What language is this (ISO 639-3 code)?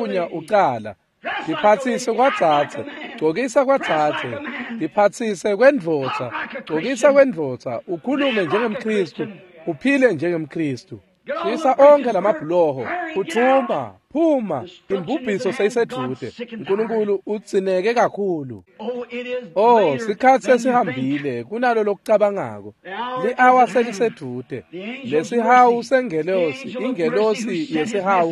ssw